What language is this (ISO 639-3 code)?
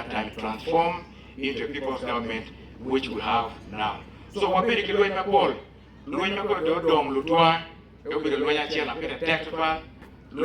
ach